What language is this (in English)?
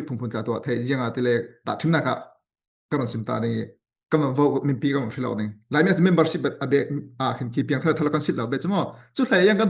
Falam Chin